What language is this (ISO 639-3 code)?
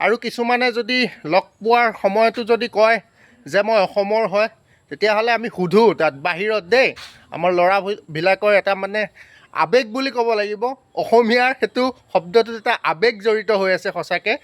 asm